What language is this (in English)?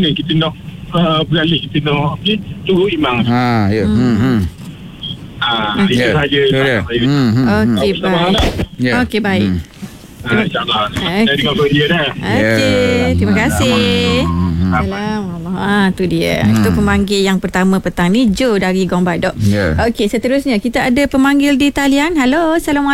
Malay